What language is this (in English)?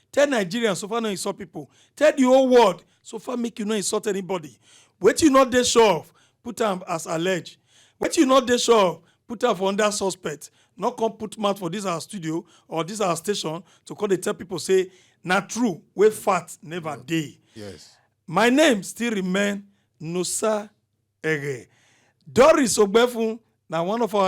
Nigerian Pidgin